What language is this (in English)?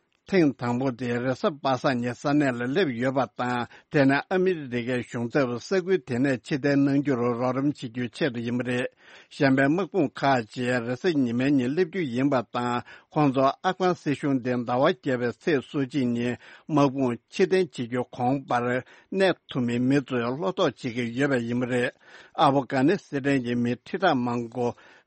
Tibetan